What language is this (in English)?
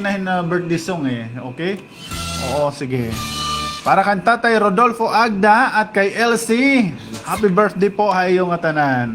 Waray